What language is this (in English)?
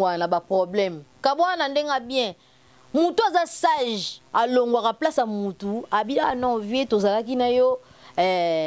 Lingala